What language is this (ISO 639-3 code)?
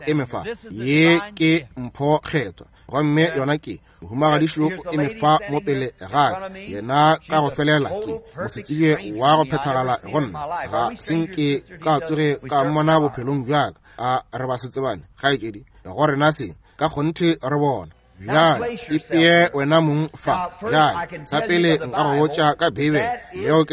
nso